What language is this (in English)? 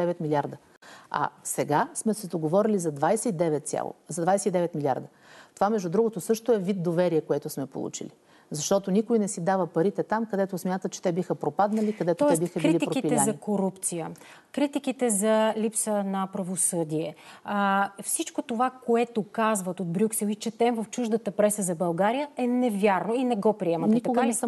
Bulgarian